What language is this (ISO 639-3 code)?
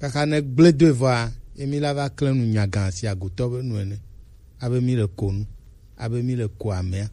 gej